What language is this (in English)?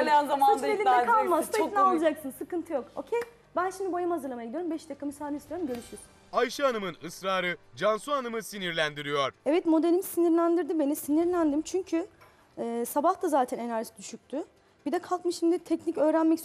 Turkish